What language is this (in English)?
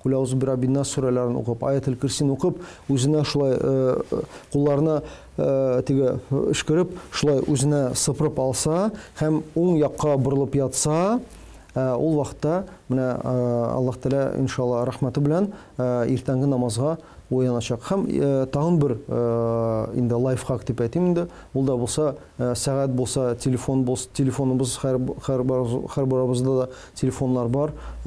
Tatar